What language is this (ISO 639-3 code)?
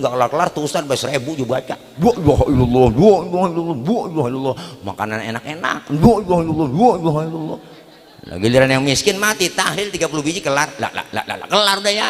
bew